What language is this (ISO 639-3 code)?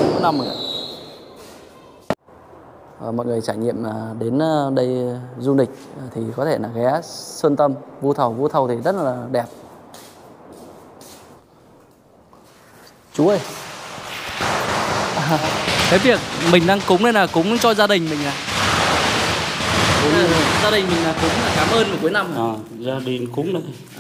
vie